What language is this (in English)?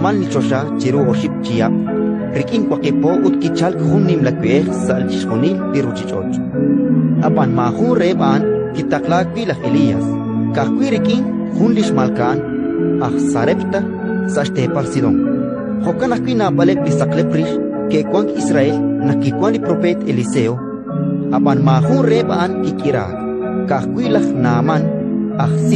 Kekchí